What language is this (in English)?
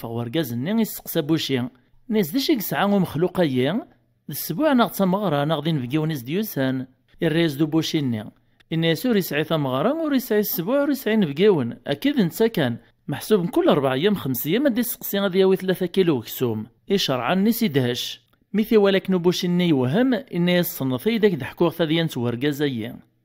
Kabyle